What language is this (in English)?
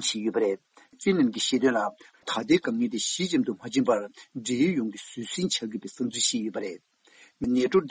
Tibetan